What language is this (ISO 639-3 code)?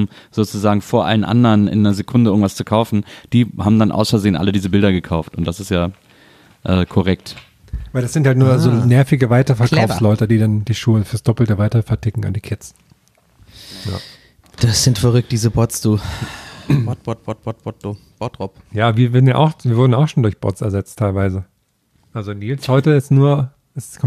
deu